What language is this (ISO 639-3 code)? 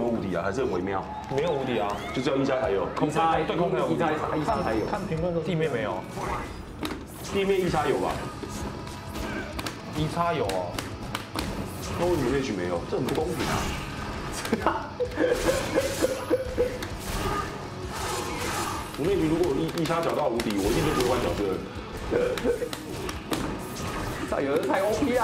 zho